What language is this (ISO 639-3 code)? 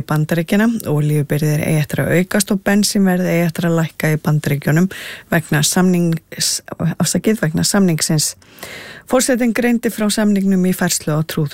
isl